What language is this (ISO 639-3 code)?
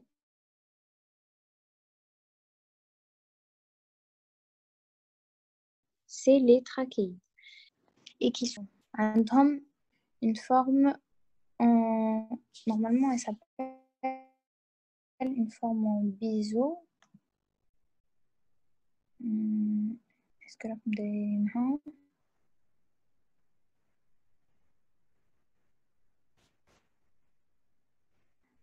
fra